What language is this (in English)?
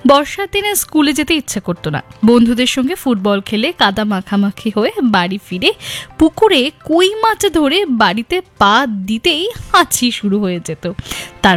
Bangla